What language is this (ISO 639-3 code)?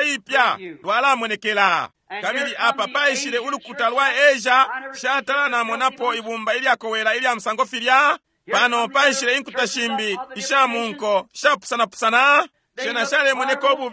bem